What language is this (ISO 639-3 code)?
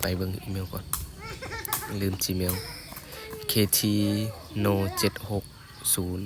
lao